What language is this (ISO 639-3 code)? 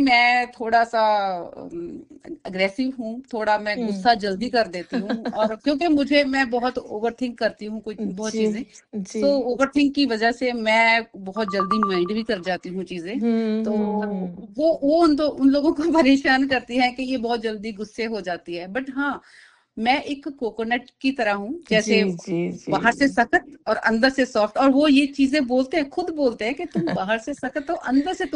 hin